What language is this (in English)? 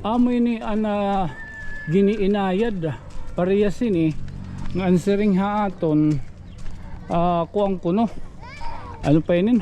Waray